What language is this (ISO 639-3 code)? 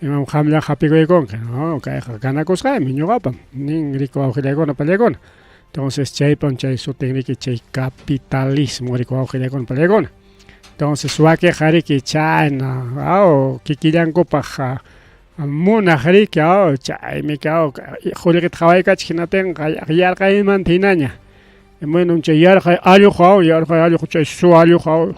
quy